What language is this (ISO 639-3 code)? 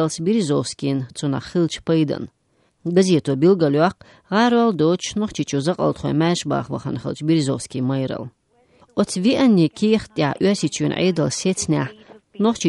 che